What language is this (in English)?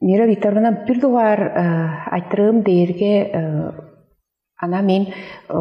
Tuvinian